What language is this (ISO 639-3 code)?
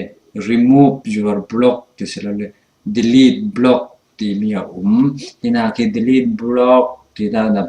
cfm